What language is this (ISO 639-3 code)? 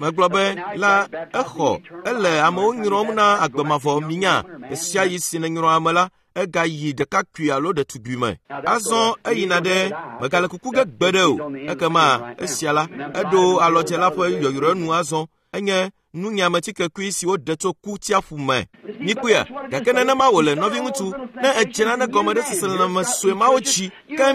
ewe